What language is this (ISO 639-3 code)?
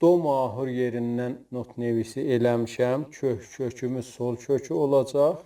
azb